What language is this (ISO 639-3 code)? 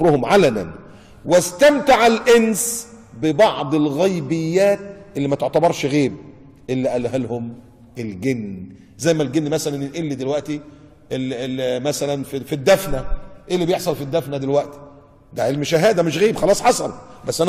arz